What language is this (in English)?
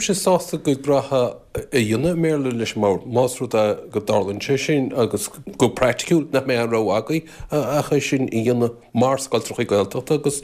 Irish